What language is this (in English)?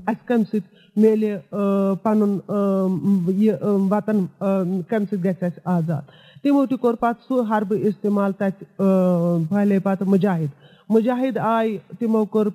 Kashmiri